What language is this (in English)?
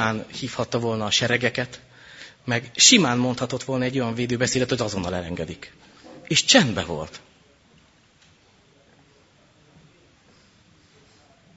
Hungarian